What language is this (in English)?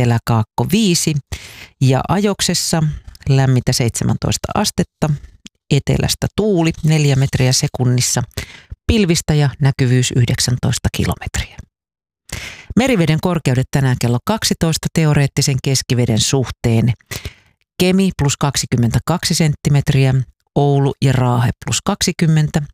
Finnish